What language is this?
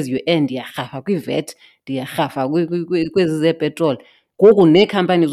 Xhosa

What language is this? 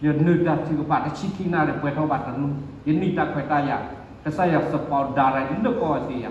S'gaw Karen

